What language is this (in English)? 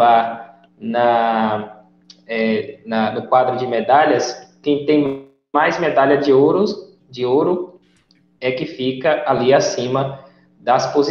Portuguese